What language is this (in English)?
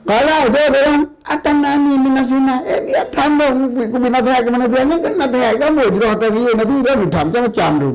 Achinese